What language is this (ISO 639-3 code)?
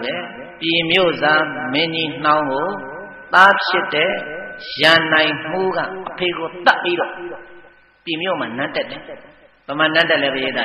mya